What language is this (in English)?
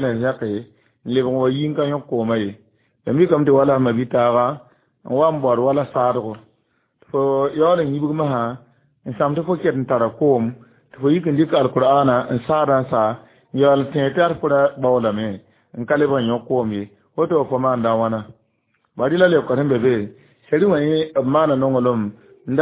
Mossi